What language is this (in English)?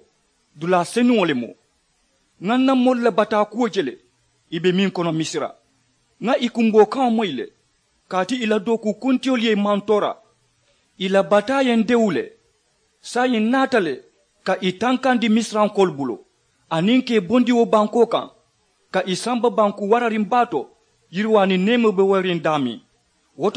Mandingo